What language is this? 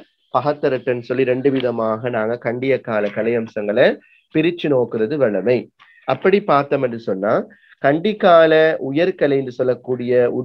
Tamil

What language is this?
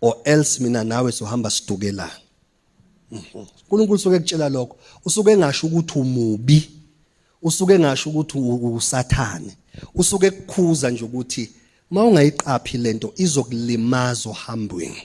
Zulu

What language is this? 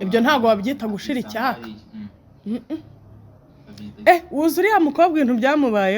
Kinyarwanda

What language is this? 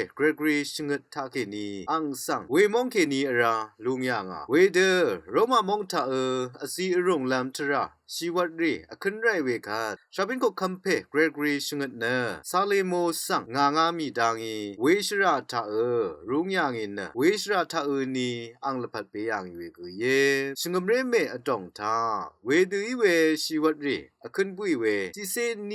Rawang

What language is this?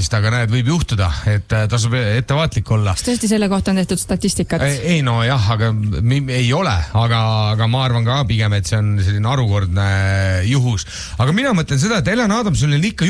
Estonian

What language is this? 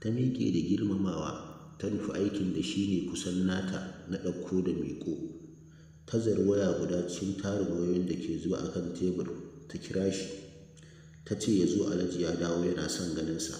Hausa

